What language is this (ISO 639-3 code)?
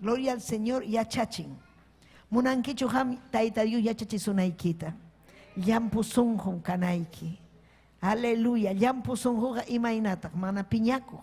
quy